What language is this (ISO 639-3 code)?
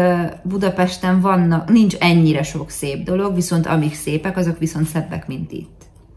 hun